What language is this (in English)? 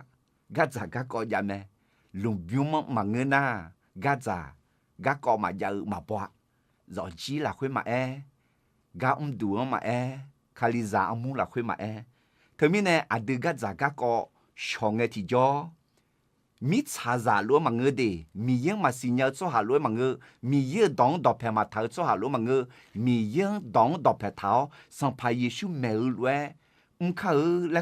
Akha